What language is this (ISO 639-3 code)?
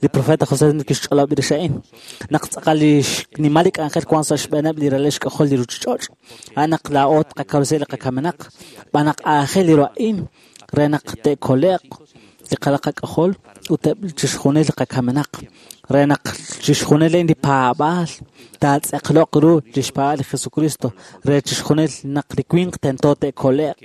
kek